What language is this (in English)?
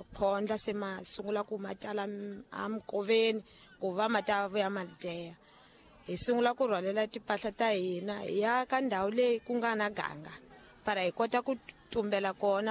Tsonga